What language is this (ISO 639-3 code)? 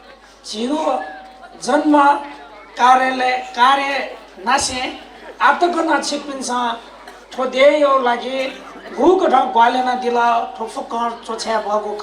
new